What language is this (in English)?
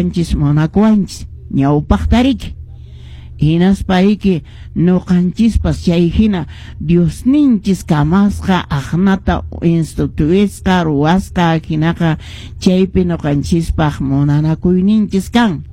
Quechua